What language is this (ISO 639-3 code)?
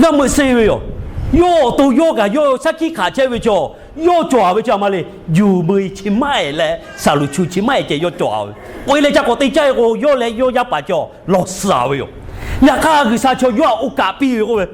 lhu